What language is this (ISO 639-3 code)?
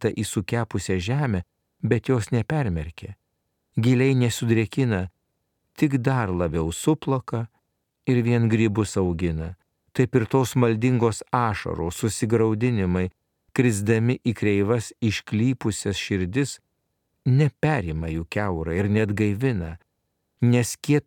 lit